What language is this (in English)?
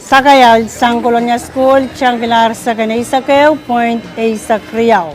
Pohnpeian